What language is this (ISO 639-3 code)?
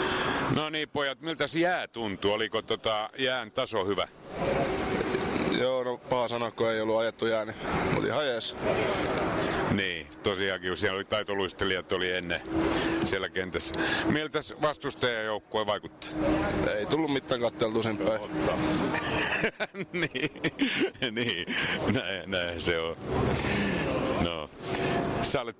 fin